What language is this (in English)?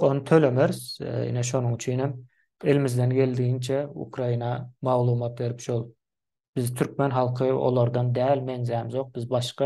Turkmen